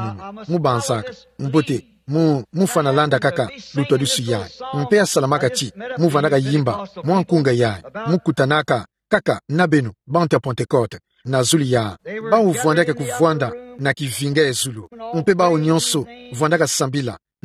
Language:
Kituba (Democratic Republic of Congo)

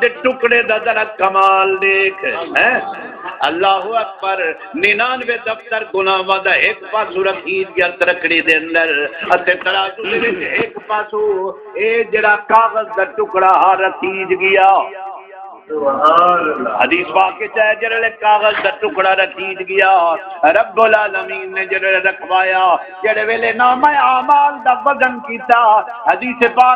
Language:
Saraiki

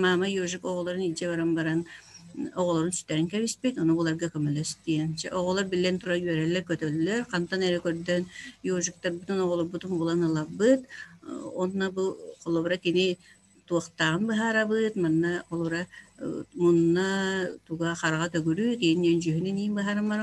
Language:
Yakut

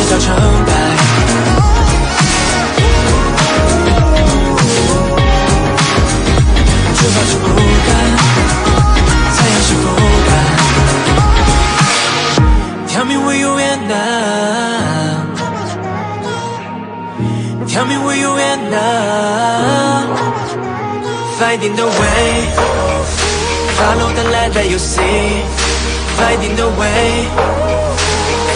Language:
Chinese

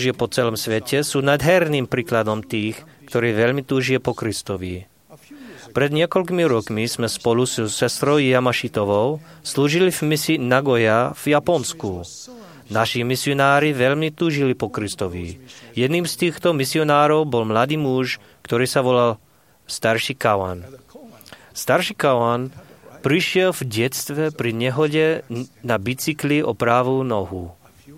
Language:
Slovak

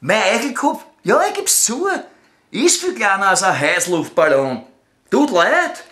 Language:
Bavarian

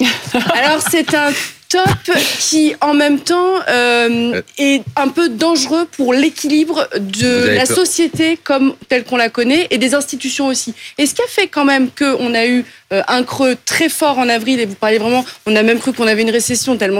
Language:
French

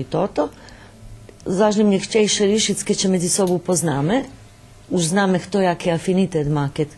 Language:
Rusyn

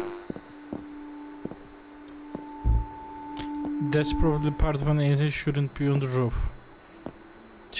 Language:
Turkish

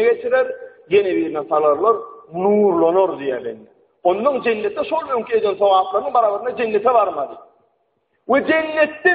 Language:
Turkmen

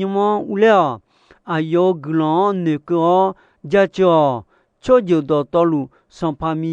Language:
Akha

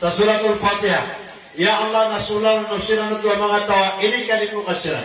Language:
Maranao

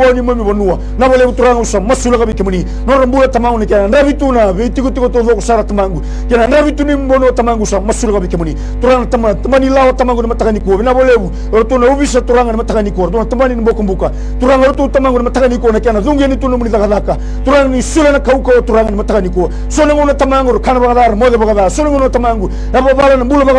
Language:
Fijian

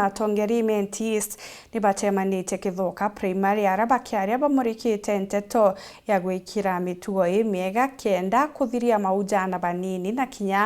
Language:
Meru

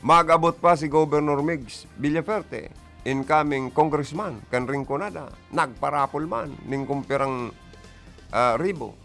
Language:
Bikol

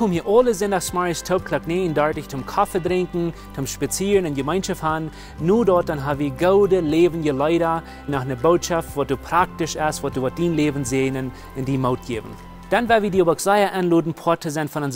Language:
Plautdietsch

